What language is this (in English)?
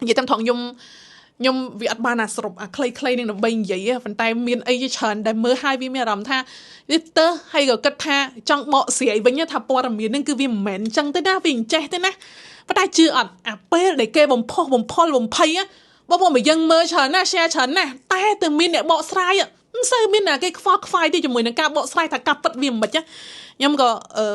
Khmer